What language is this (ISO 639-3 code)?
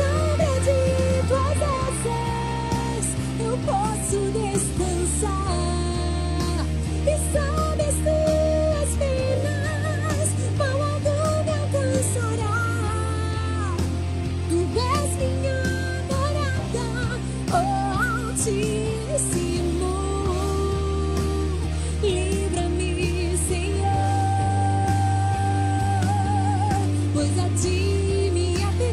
por